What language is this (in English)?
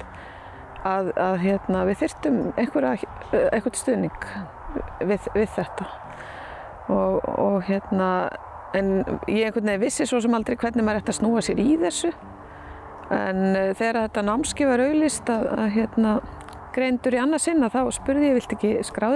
Icelandic